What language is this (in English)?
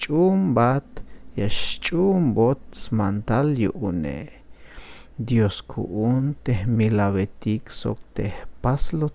Tzeltal